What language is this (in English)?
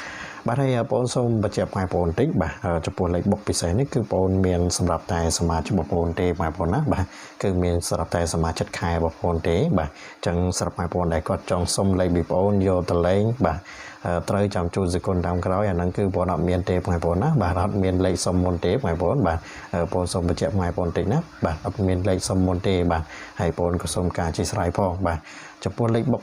Khmer